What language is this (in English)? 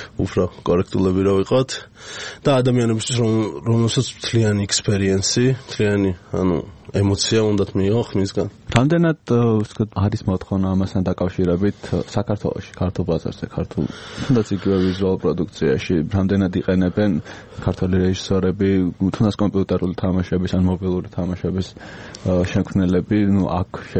Georgian